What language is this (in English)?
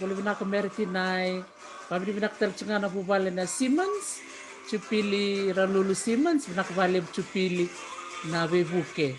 Fijian